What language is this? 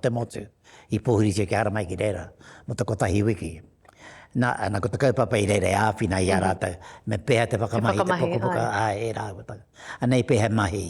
Māori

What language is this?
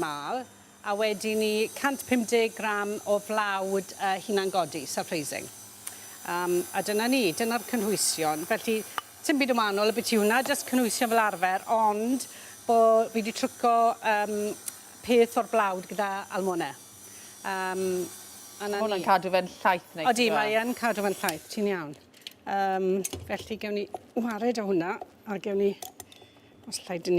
Welsh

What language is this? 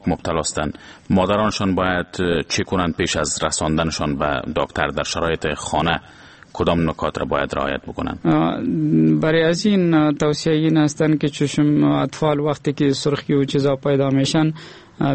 Persian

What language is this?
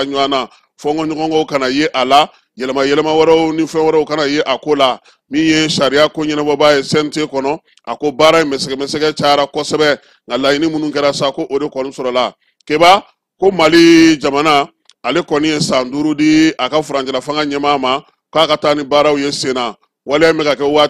Bambara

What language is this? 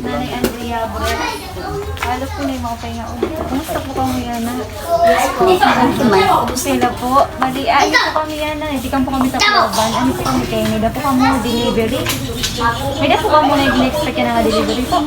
Waray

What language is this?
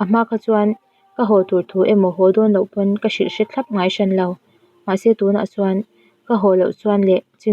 Mizo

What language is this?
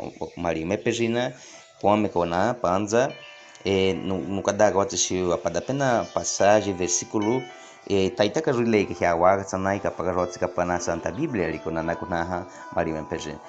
Baniwa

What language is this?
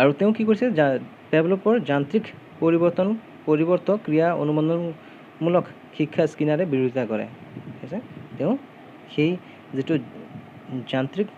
Assamese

